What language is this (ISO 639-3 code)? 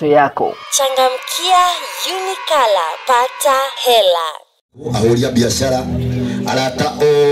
kik